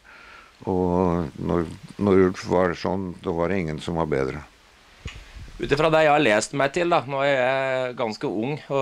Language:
Norwegian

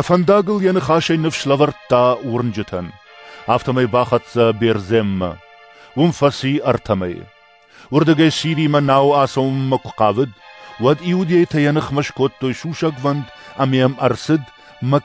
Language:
Ossetic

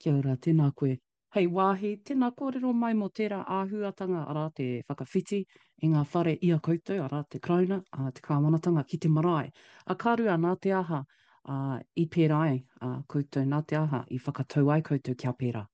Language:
Māori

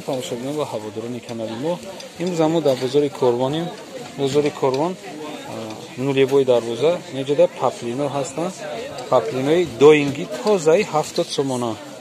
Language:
Tajik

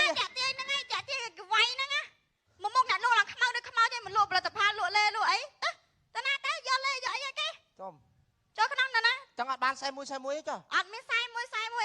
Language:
Khmer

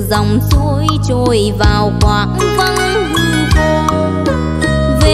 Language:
Vietnamese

